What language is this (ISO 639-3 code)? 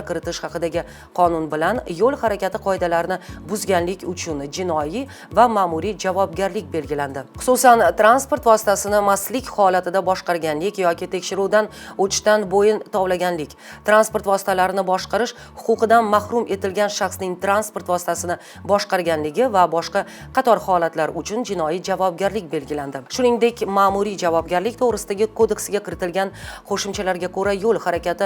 uzb